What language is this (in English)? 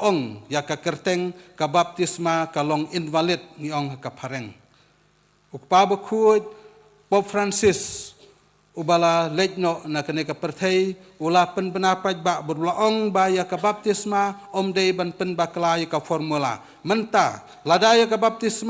Khasi